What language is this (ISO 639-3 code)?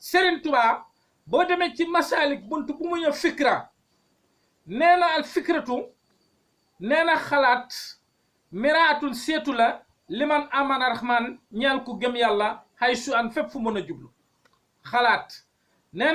wol